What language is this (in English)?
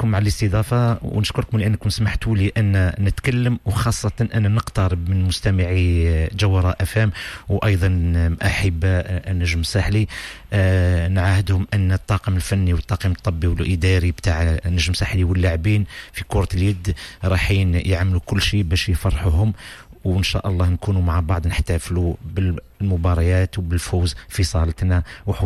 Tunisian Arabic